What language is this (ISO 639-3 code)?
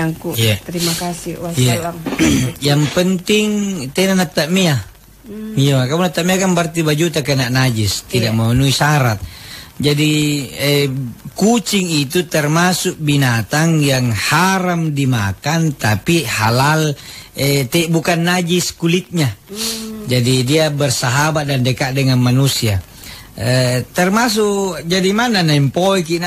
mak